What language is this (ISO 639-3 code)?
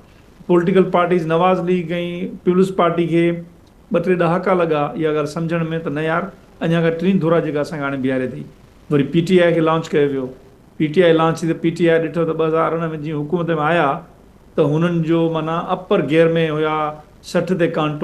snd